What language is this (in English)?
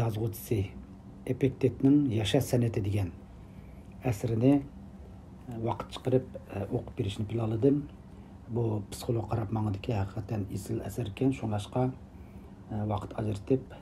Uyghur